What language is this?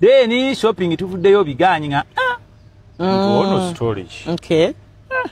Ganda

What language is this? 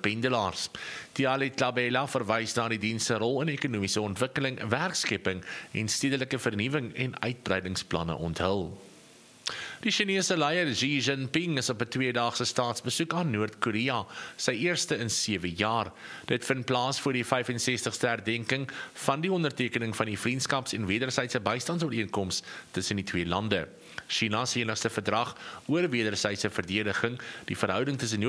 Afrikaans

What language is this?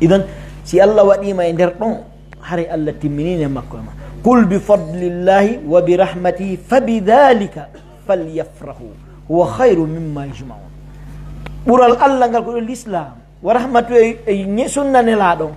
Pular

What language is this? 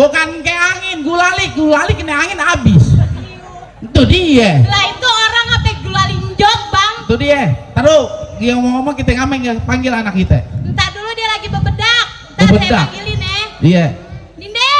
Betawi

